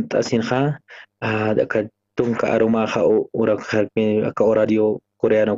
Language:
Aymara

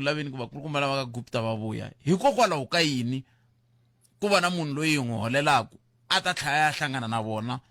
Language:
Tsonga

